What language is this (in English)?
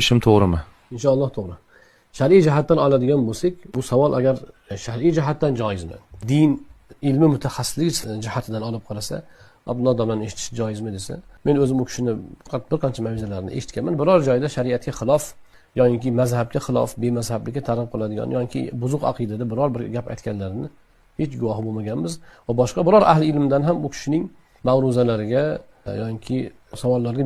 Uzbek